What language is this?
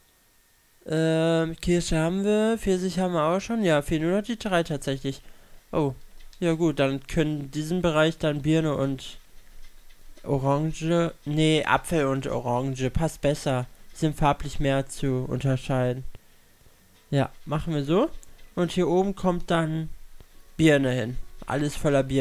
German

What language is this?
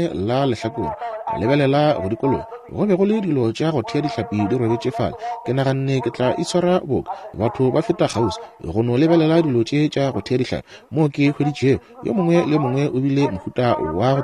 Northern Sotho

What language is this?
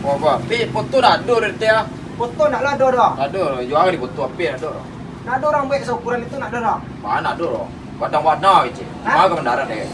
Minangkabau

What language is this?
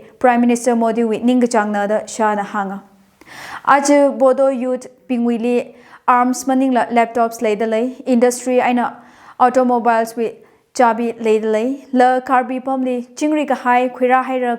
Tangkhul Naga (India)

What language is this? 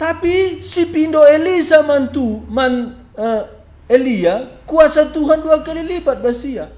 Batak Karo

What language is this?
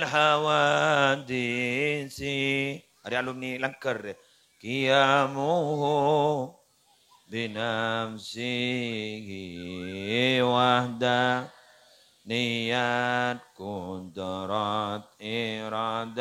Madurese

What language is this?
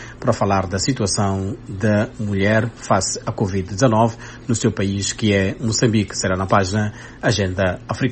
Portuguese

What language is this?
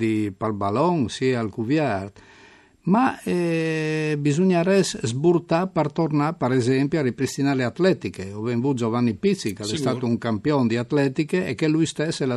Friulian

